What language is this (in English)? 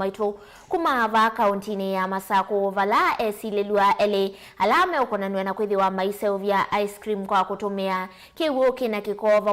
Kamba